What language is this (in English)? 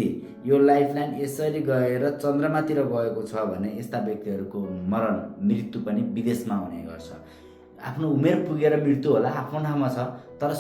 Nepali